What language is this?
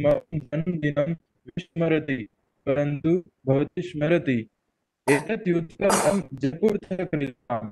Sanskrit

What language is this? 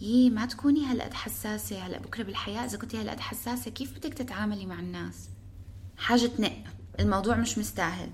North Levantine Arabic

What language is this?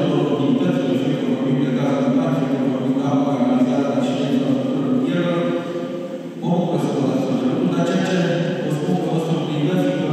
Romanian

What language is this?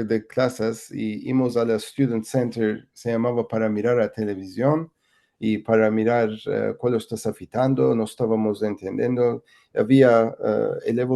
Ladino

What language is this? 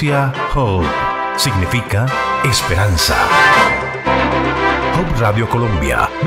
Spanish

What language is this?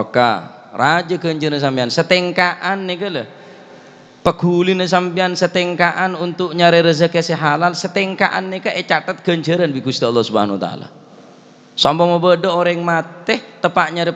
Madurese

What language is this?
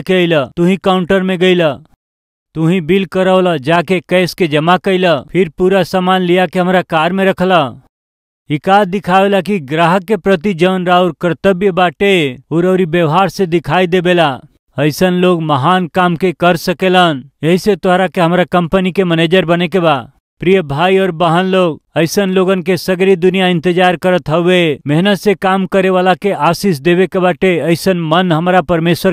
Bhojpuri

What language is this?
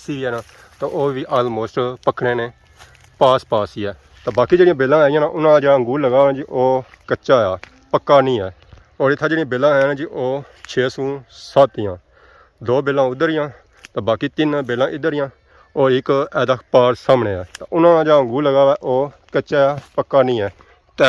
Pahari-Potwari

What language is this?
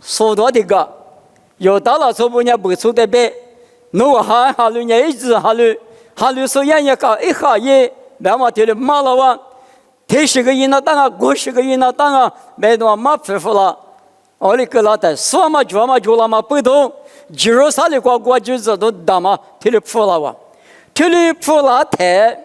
Lisu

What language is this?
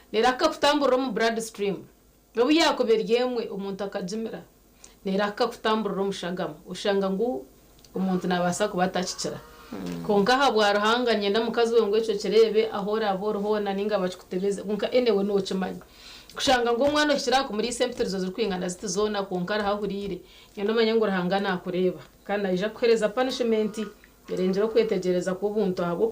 Nyankole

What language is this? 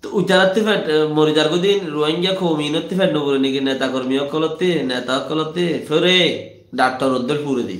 Rohingya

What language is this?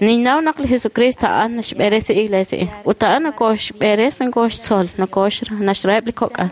Kekchí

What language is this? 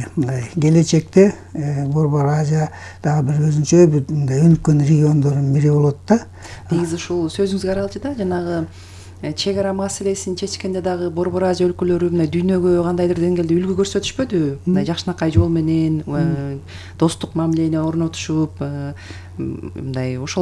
Kyrgyz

